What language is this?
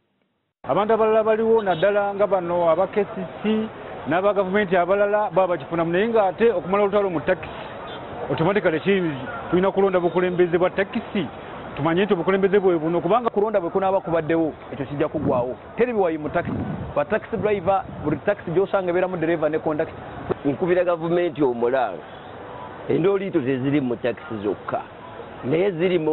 Ganda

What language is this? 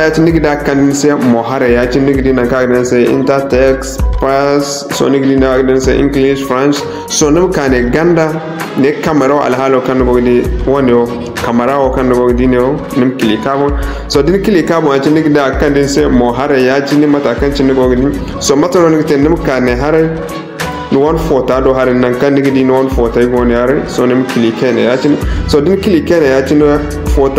Zarma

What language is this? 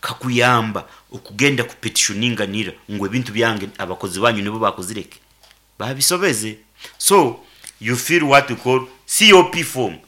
Nyankole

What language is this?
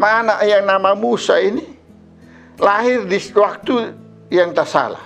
Kupang Malay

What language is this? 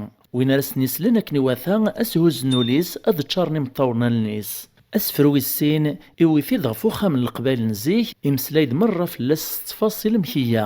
Kabyle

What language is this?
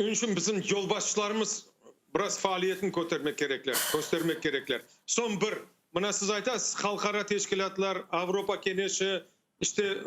Crimean Tatar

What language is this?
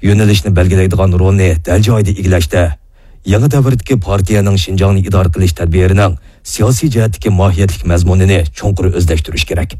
Uyghur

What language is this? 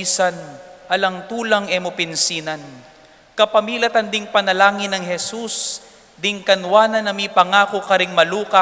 Pampanga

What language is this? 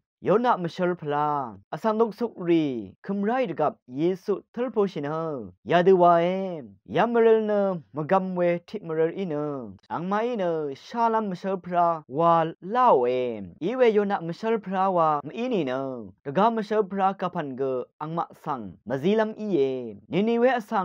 Rawang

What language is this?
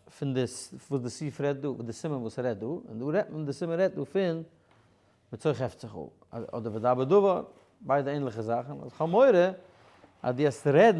Yiddish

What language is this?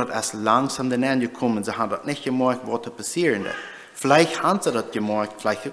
Plautdietsch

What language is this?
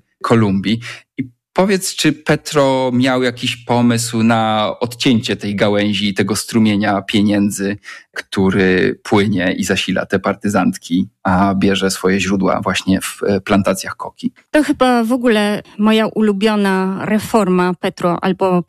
Polish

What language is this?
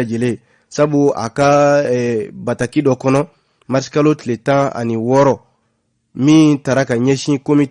Bambara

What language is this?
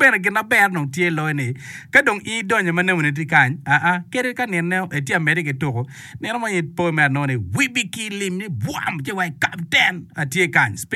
Acoli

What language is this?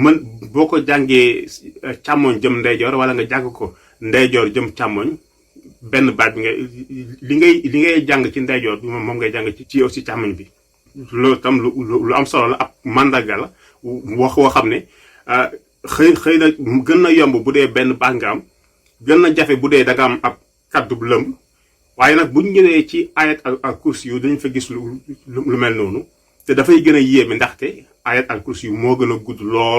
Wolof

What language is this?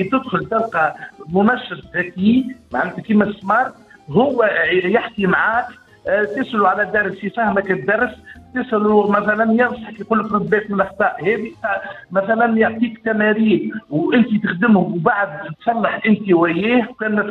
Tunisian Arabic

